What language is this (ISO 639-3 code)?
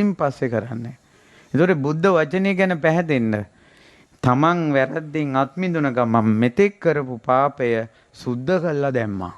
sin